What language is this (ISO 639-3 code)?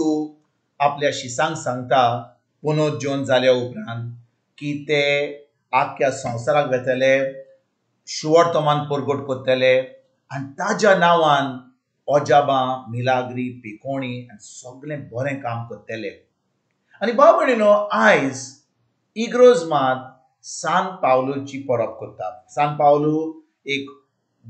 kok